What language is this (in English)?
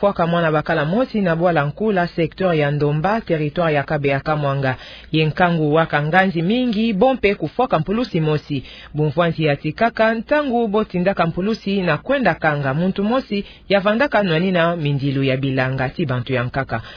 Kituba (Democratic Republic of Congo)